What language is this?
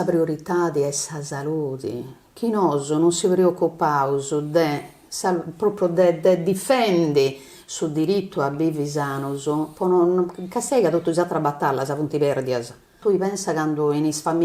Sardinian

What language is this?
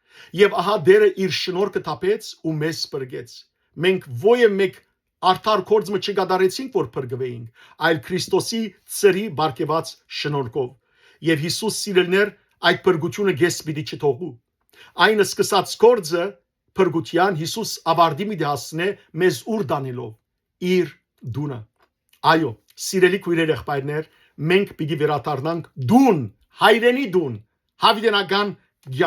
Western Armenian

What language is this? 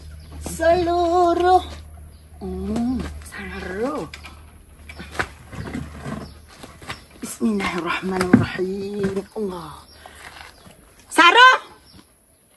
Malay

